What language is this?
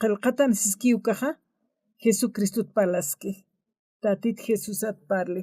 Aymara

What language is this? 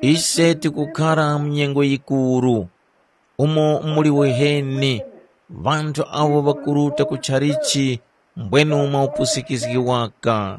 Tumbuka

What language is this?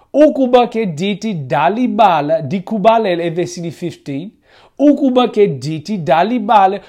Xhosa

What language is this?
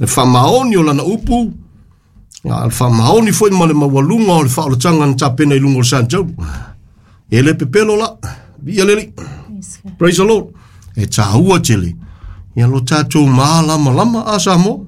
Samoan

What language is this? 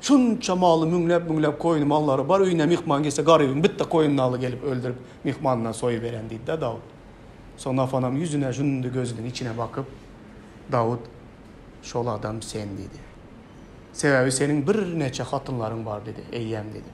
Turkmen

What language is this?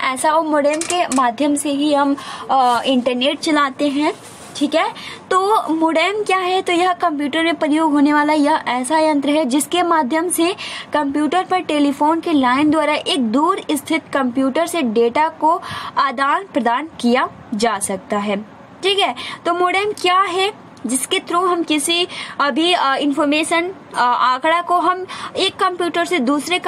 Hindi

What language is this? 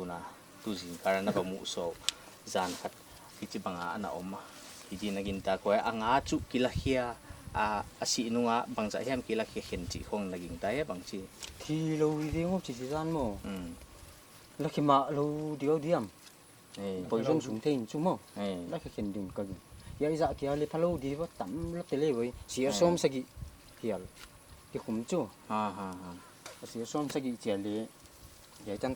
Paite Chin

